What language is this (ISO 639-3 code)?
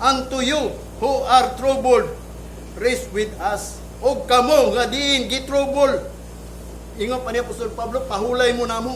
ceb